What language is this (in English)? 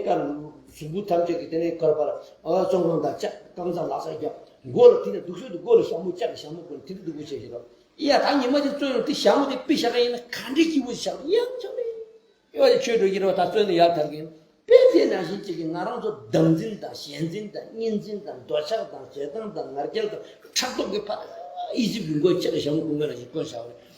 Tibetan